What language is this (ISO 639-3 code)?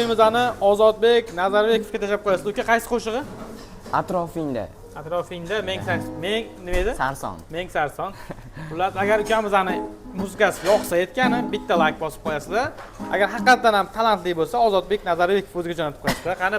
uzb